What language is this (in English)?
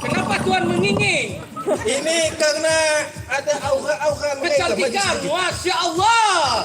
Banjar